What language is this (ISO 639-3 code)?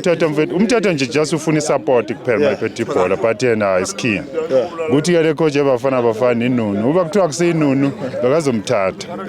zul